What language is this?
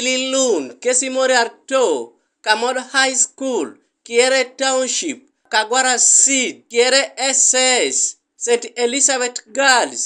Teso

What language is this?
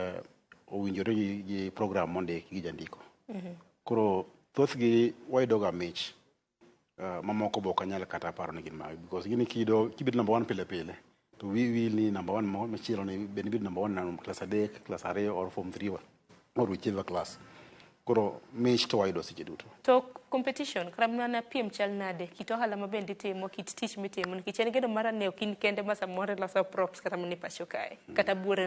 Luo (Kenya and Tanzania)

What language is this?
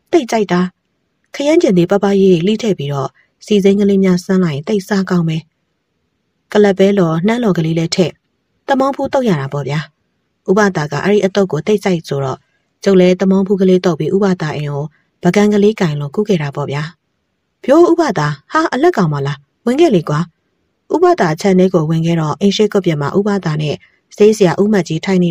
Burmese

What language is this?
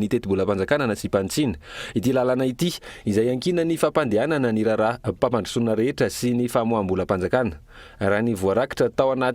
Malagasy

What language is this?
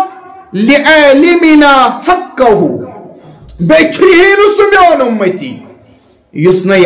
Kashmiri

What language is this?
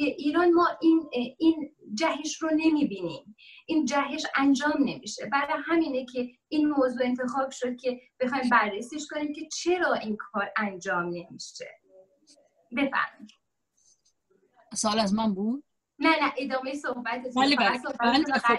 Persian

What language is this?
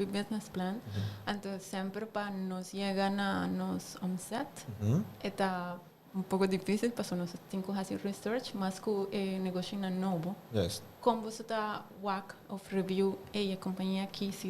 Papiamento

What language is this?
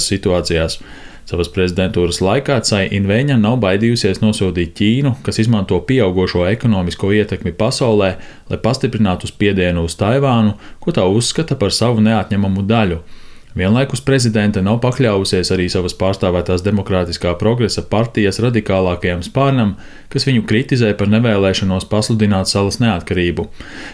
Latvian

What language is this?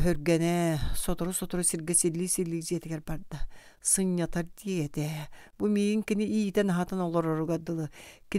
Yakut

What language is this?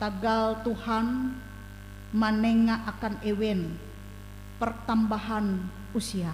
Ngaju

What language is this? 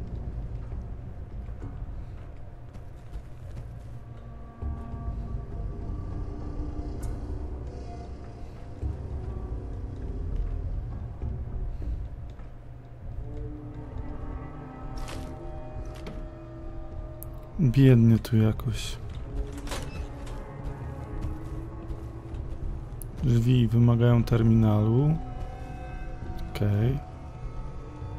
Polish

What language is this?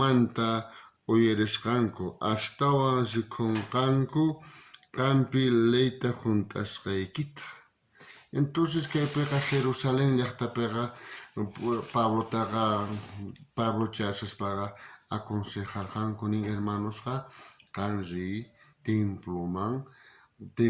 South Bolivian Quechua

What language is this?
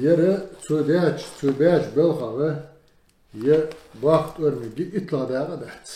Ingush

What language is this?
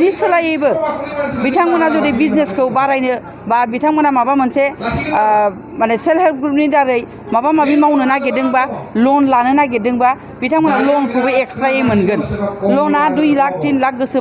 Bodo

